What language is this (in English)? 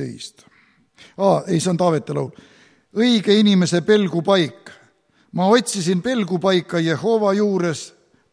Estonian